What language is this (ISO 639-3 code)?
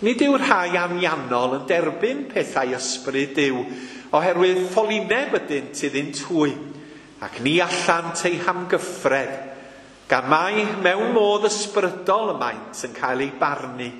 cym